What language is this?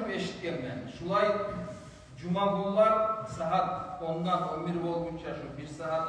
Kumyk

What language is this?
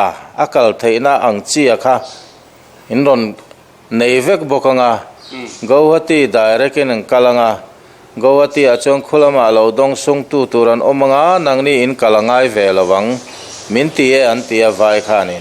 Mizo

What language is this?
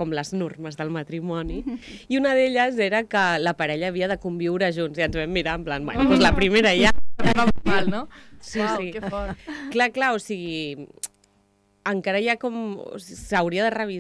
Catalan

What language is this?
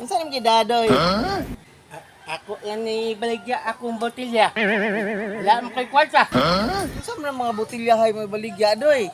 Cebuano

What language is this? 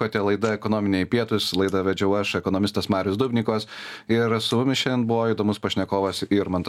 Lithuanian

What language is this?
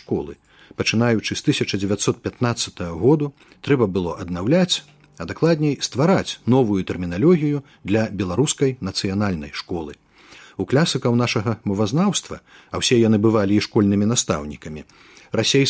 Belarusian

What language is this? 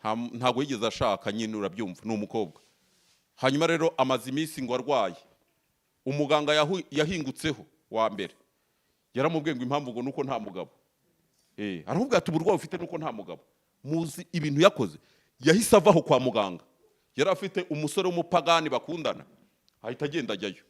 Kinyarwanda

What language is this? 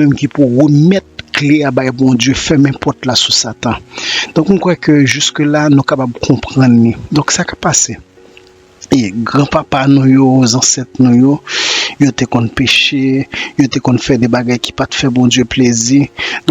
Haitian Creole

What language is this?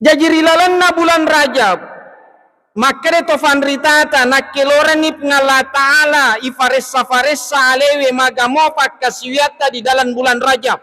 Buginese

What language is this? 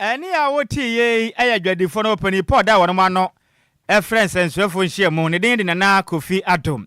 Akan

